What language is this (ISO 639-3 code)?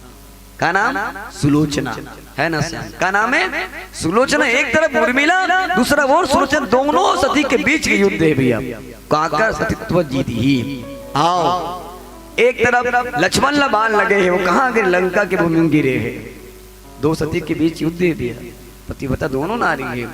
hne